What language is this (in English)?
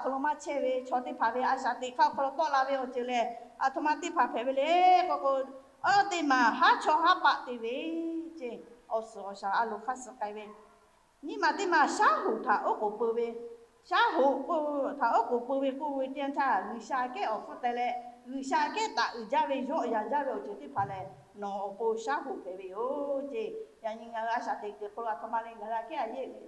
Lahu